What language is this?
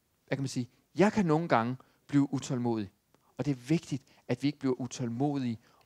Danish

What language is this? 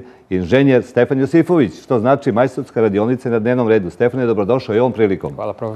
Serbian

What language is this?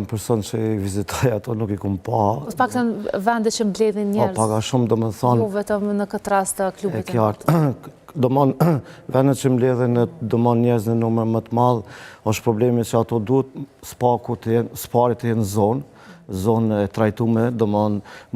Albanian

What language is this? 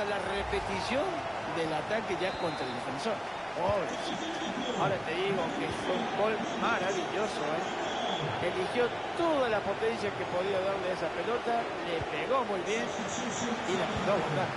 Spanish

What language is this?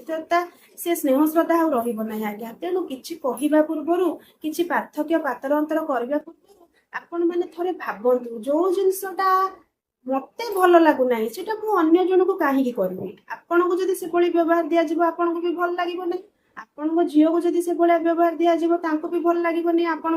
Odia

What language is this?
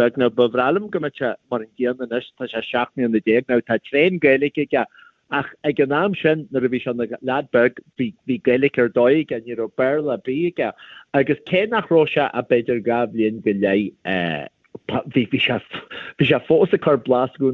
Irish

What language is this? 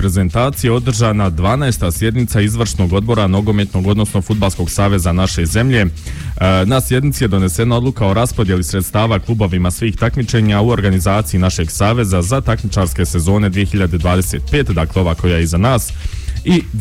Bosnian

